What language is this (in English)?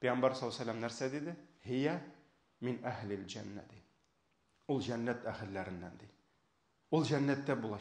Tatar